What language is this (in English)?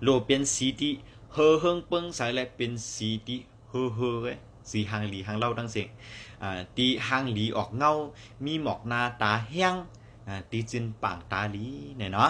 Shan